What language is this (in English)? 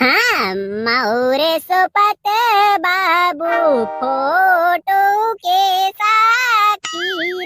Chhattisgarhi